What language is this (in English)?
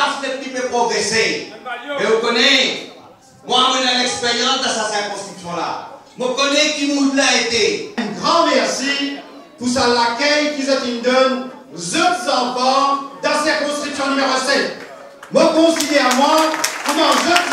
Morisyen